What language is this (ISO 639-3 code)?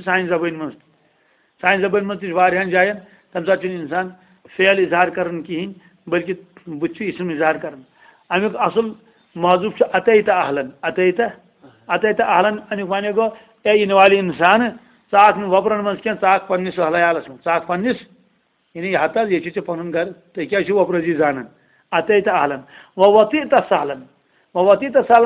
kas